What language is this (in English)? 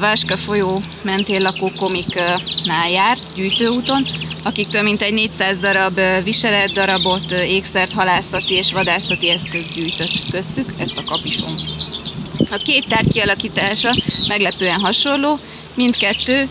Hungarian